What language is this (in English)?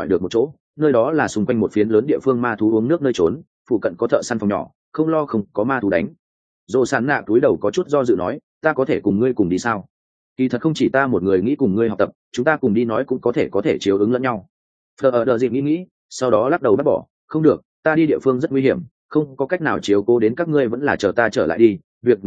Vietnamese